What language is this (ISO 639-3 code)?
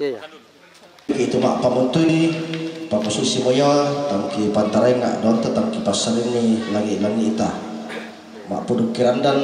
sda